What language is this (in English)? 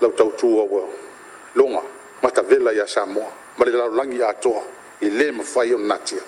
Samoan